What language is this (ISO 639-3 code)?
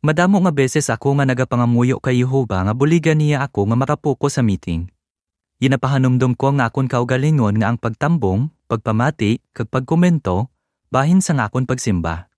hil